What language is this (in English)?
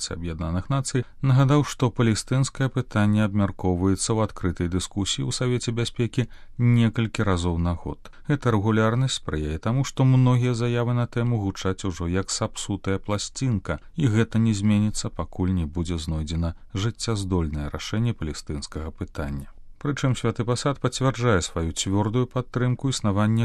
Belarusian